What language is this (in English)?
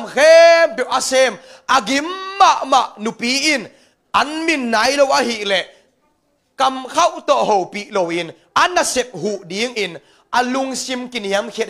Tedim Chin